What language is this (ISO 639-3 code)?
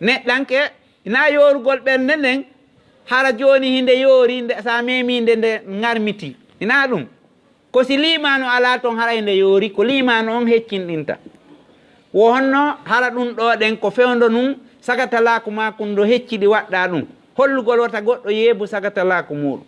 ful